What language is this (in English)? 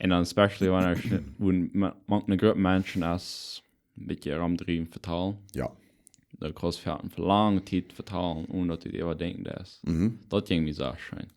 Plautdietsch